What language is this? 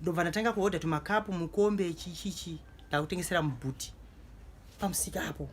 Shona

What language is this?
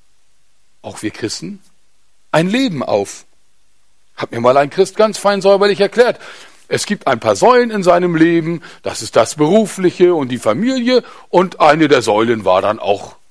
German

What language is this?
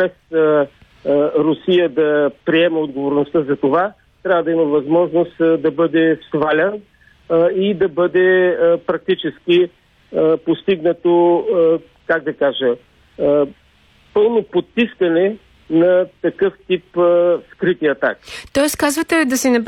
Bulgarian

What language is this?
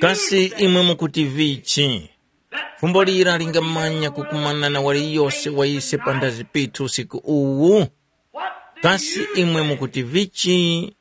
Tumbuka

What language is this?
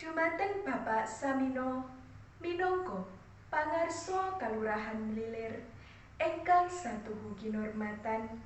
Javanese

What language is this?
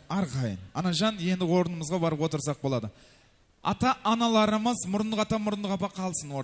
Kara-Kalpak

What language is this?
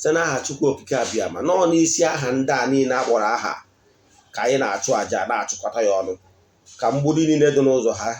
Igbo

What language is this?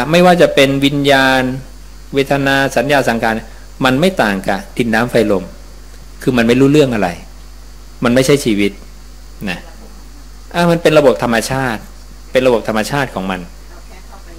Thai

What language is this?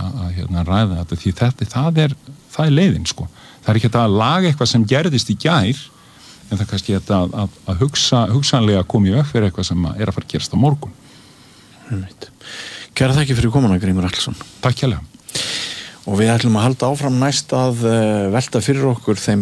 Icelandic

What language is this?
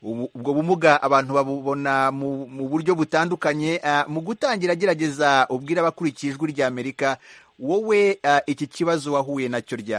Kinyarwanda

